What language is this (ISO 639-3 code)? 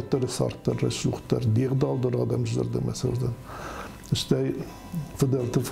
oss